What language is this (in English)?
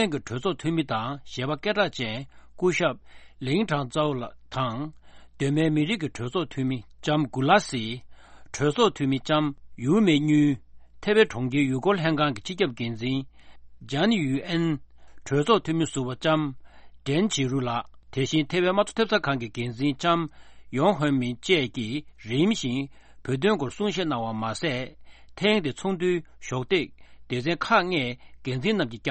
Tibetan